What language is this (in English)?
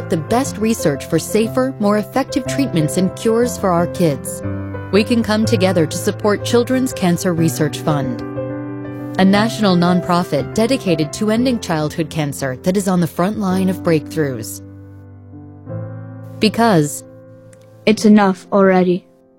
English